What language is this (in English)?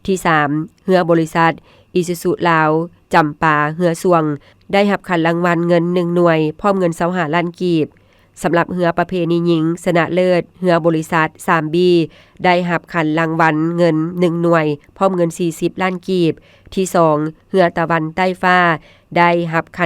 Lao